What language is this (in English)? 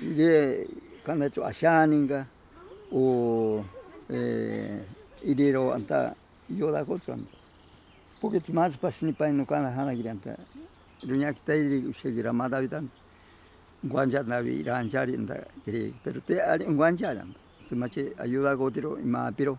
Ashéninka Perené